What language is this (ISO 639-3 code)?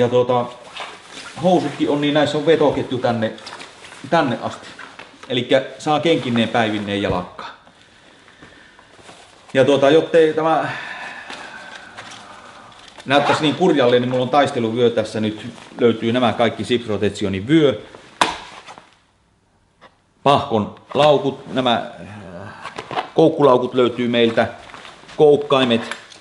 fin